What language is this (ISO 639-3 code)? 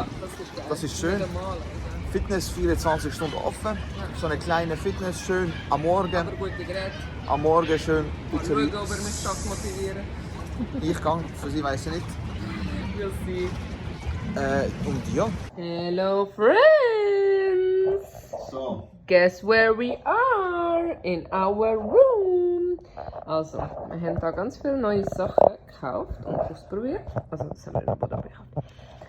gsw